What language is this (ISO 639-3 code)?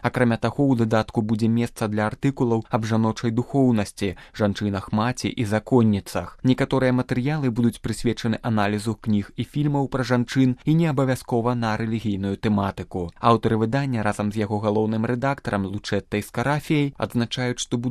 bel